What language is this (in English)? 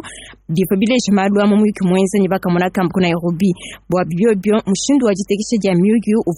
Luba-Lulua